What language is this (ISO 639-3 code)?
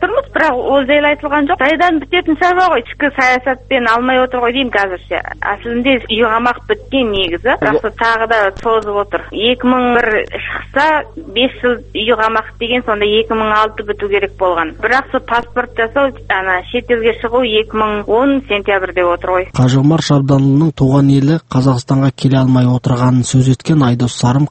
kaz